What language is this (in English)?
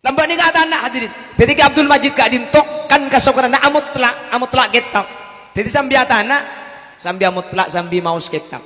Madurese